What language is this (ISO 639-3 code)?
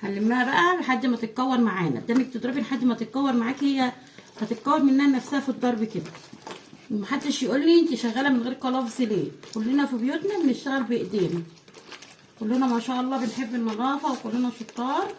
arz